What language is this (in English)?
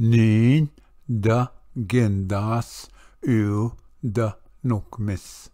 Ojibwa